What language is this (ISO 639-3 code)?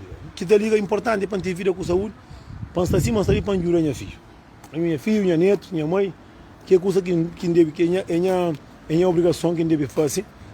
kea